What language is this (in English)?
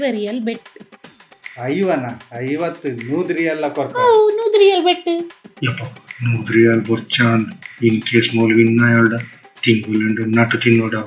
Tulu